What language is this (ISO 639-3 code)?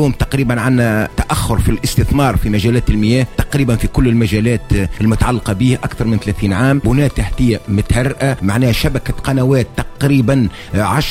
ara